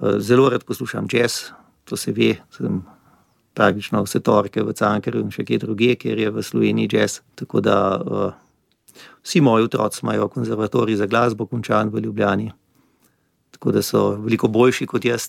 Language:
Slovenian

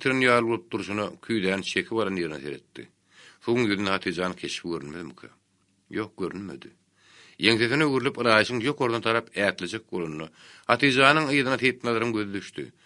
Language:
Turkmen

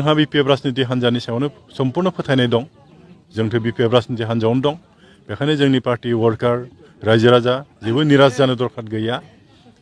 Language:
Bodo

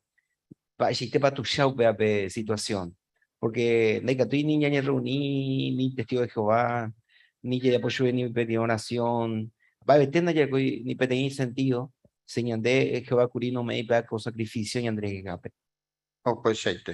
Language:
Guarani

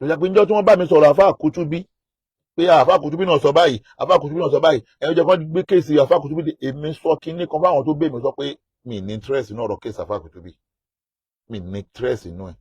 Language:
Yoruba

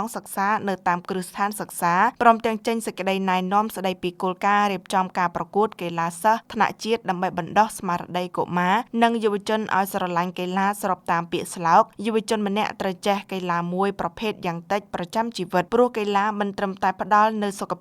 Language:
Khmer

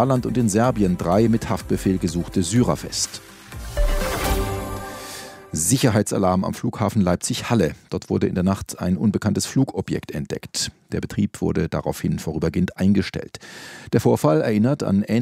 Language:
German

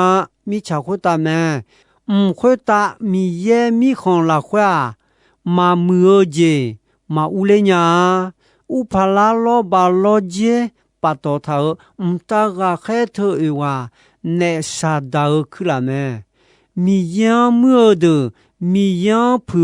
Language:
Akha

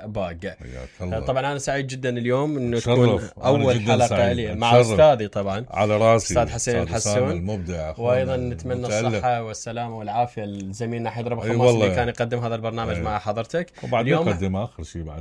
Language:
Mesopotamian Arabic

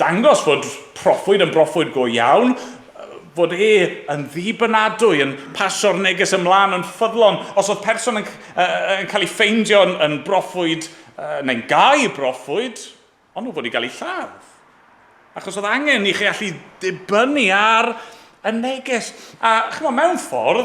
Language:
Welsh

